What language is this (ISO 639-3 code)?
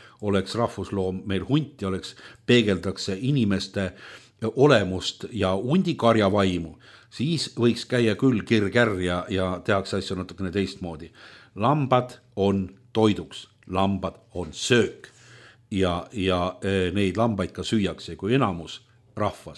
est